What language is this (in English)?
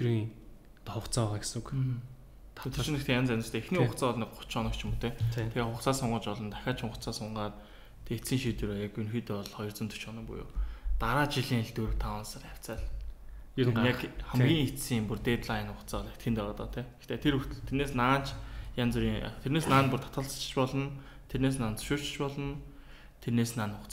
Mongolian